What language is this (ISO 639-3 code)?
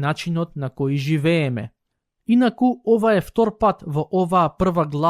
mkd